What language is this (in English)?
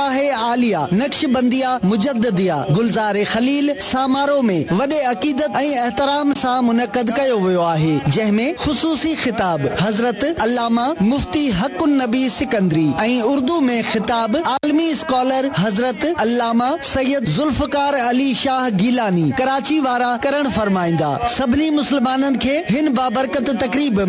Sindhi